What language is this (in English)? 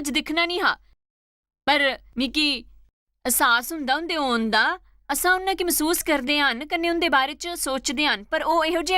Dogri